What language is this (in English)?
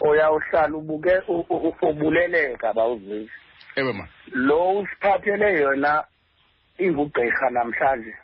Xhosa